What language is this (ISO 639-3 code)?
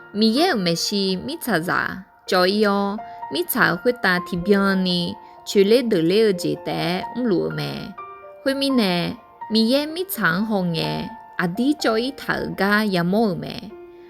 ahk